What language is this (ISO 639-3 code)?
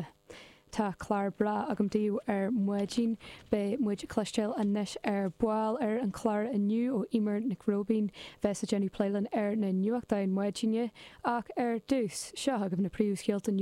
gle